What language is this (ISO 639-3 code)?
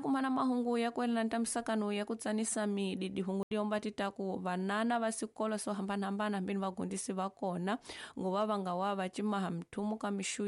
tso